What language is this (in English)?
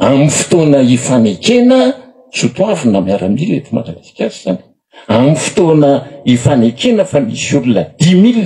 Malagasy